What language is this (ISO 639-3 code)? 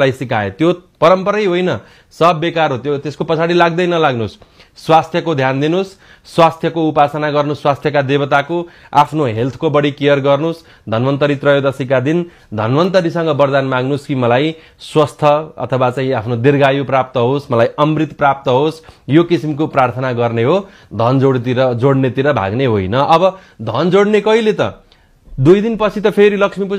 nep